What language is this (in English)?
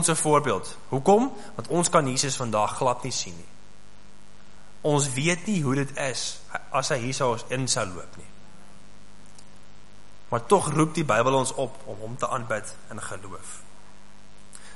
Afrikaans